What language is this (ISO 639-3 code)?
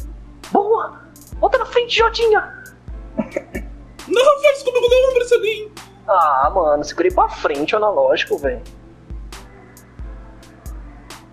por